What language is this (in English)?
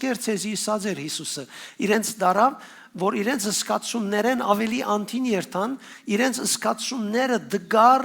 Western Armenian